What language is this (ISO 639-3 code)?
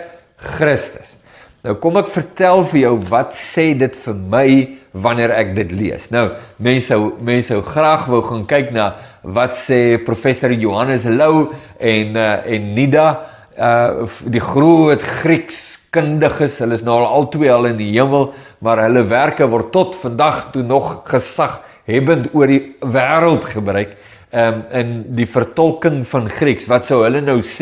afr